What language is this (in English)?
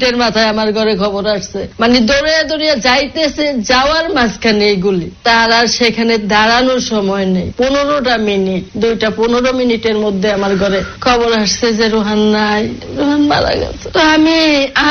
Bangla